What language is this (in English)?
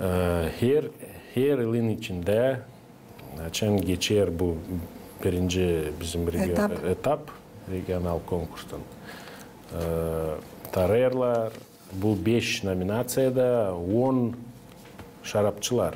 Gagauz